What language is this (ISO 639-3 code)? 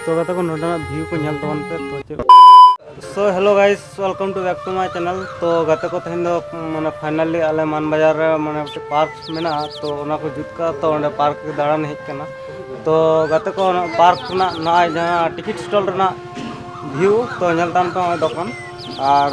sat